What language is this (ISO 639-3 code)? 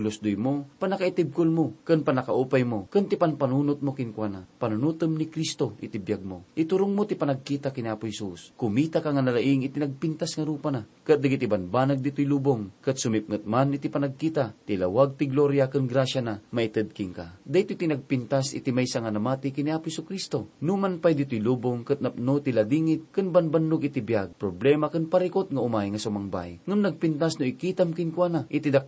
ilo